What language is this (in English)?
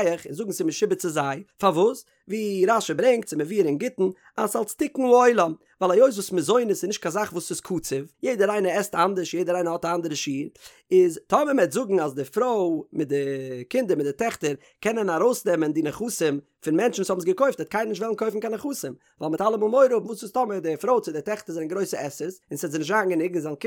Yiddish